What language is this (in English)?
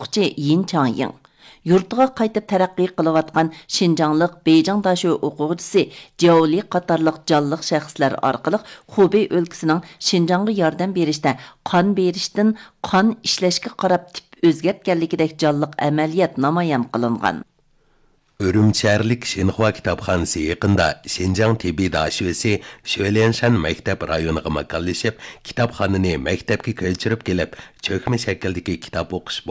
Uyghur